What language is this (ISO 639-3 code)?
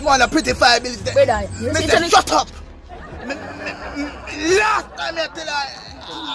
jam